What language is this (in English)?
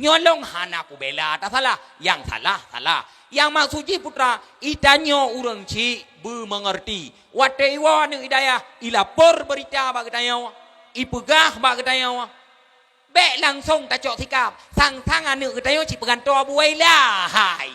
Achinese